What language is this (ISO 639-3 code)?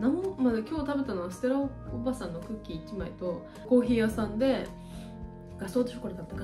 jpn